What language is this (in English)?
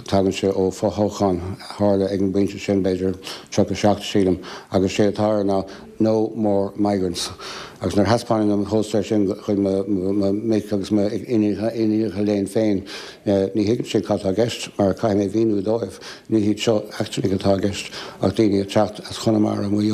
Irish